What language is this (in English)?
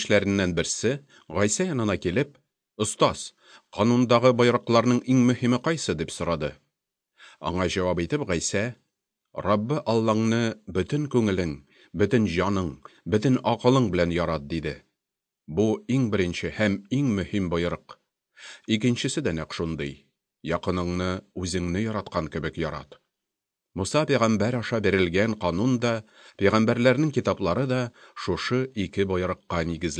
Tatar